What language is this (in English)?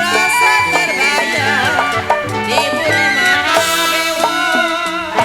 Betawi